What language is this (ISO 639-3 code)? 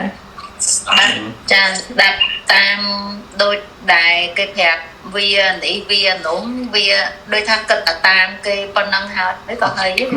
khm